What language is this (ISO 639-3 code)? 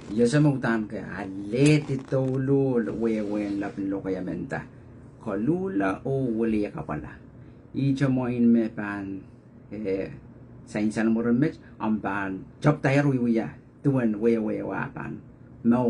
pon